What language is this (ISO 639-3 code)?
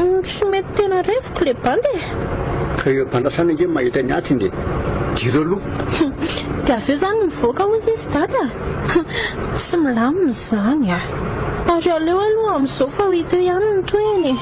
mlg